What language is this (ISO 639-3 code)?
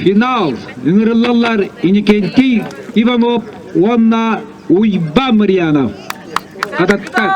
sah